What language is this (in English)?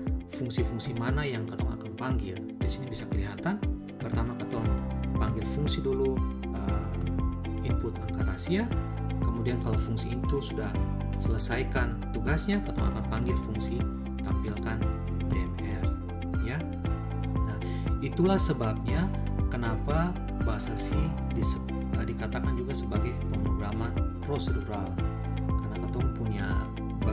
Ambonese Malay